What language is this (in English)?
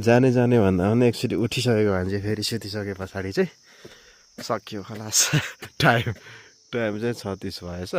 Nepali